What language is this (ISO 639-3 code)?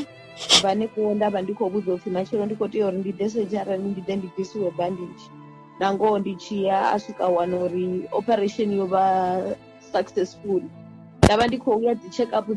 ven